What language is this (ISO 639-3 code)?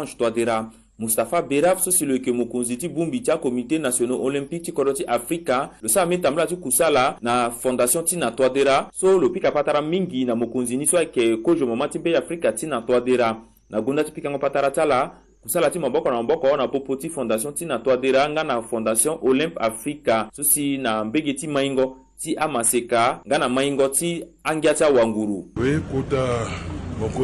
sag